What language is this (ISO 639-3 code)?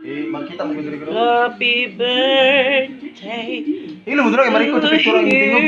ceb